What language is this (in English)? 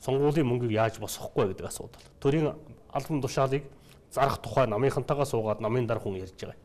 Mongolian